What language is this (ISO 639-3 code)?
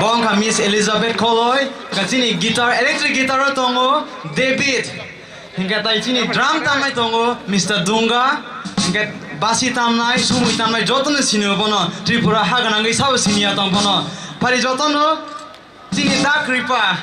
trp